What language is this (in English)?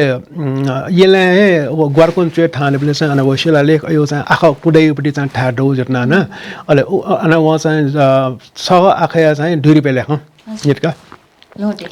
Newari